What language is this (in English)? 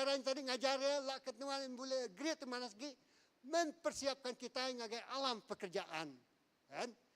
Iban